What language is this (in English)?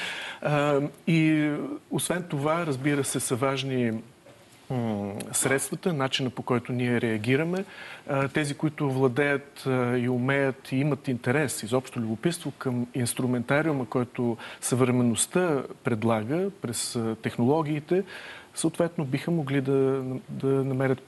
Bulgarian